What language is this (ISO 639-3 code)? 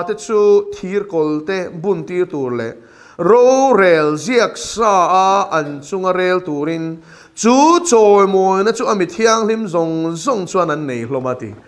lus